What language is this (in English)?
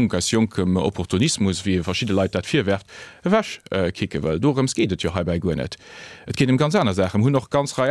Luxembourgish